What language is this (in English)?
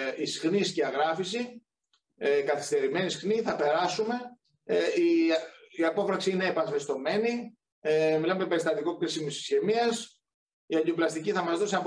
Greek